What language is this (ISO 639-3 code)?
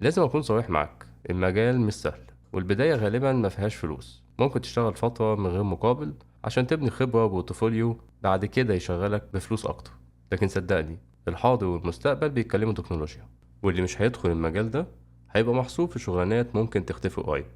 arz